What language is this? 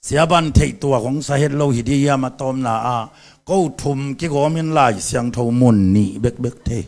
Tedim Chin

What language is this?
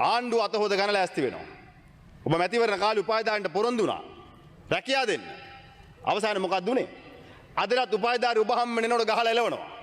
Sinhala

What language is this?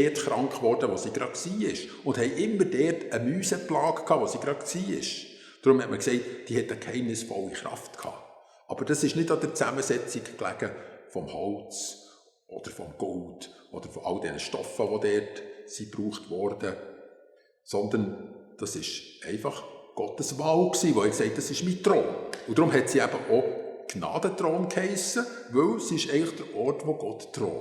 Swiss German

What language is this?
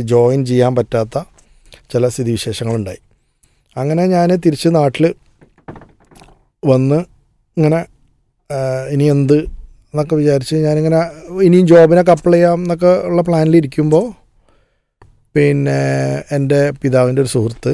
Malayalam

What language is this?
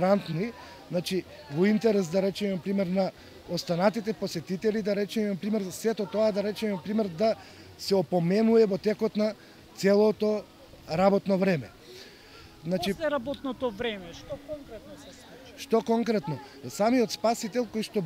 Macedonian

